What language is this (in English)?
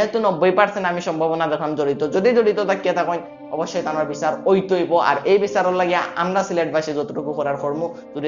Sylheti